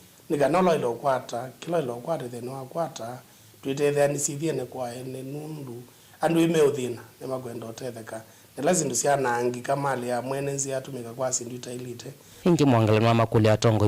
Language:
Kamba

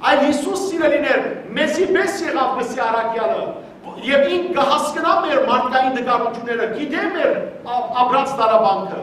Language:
Western Armenian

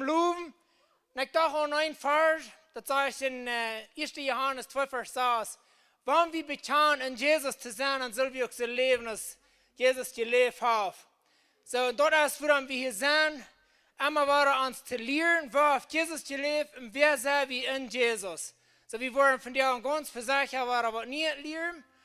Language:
Plautdietsch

